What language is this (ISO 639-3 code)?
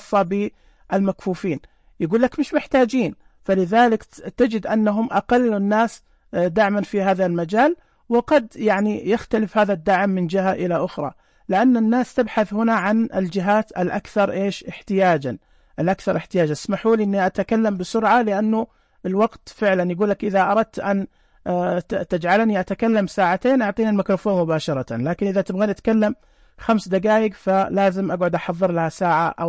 ars